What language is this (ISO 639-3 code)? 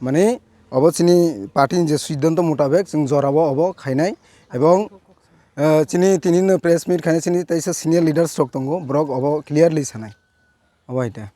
trp